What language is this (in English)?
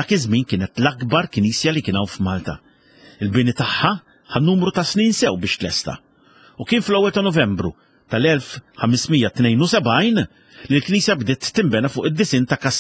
Maltese